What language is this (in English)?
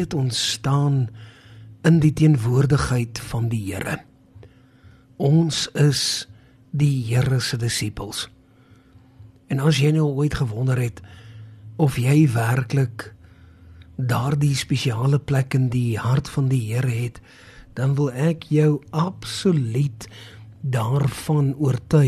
Afrikaans